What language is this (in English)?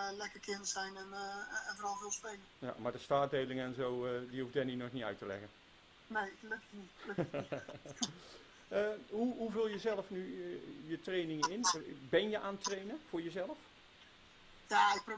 Dutch